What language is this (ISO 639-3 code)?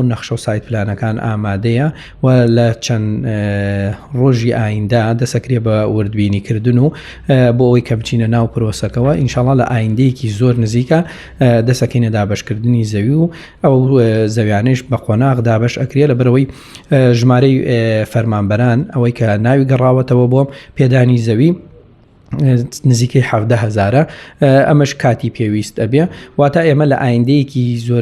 ckb